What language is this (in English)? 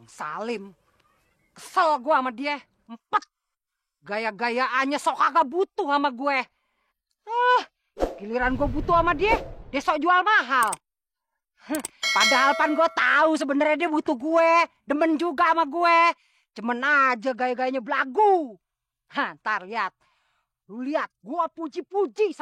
Betawi